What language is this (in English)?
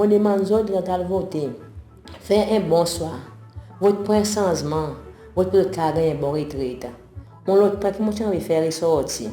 Seselwa Creole French